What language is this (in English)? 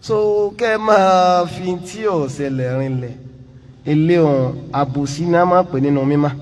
Yoruba